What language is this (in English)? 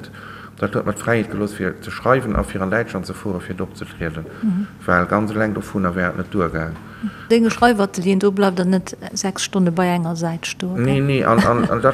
Luxembourgish